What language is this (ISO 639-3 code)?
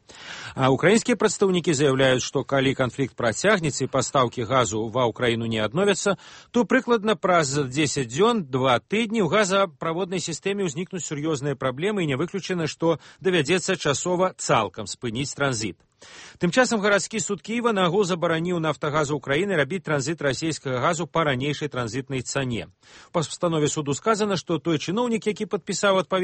bel